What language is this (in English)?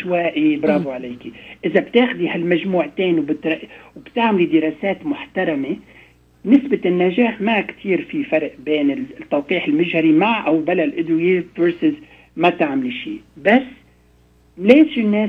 North Levantine Arabic